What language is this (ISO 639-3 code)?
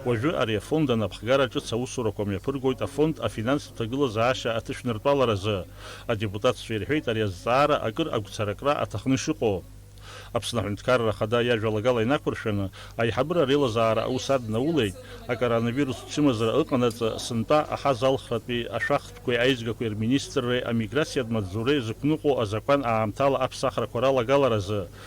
abk